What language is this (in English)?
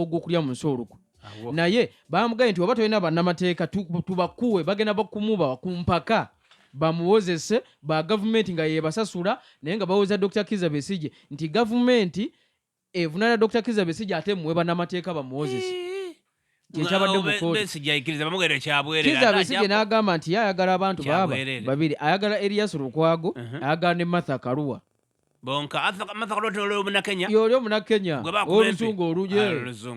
Ganda